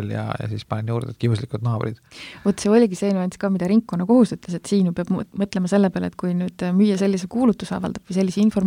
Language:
Estonian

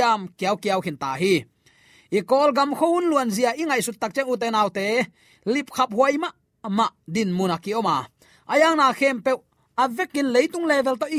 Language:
Tedim Chin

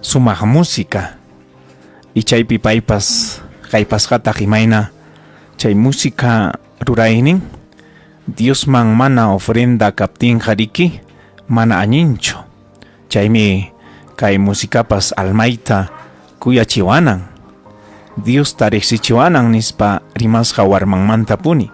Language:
Ayacucho Quechua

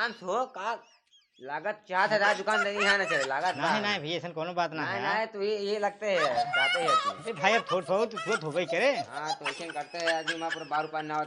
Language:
Awadhi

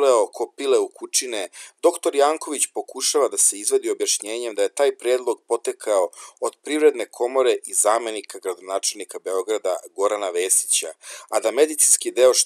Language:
Serbian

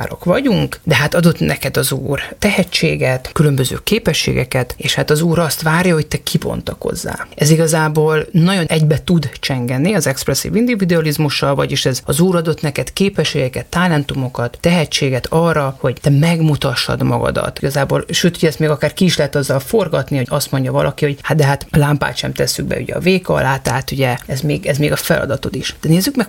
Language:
Hungarian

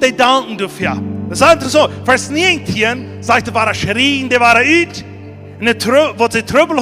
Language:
Plautdietsch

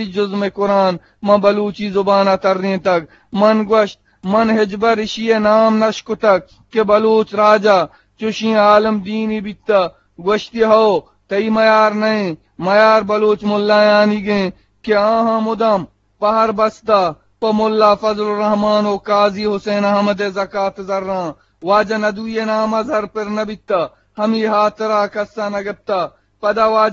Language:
Eastern Balochi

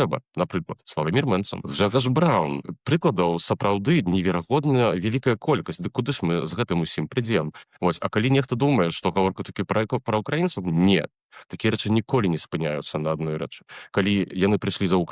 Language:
Belarusian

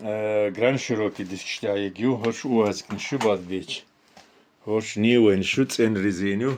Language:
Chechen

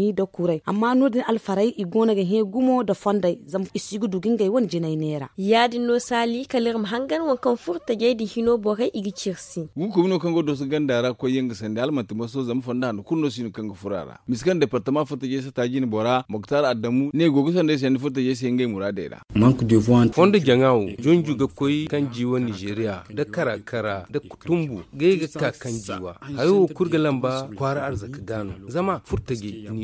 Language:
Zarma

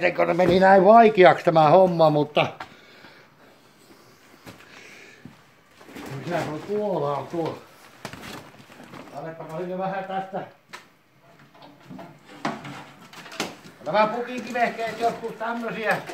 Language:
Finnish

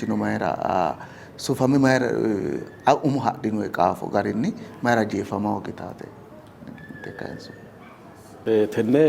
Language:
Sidamo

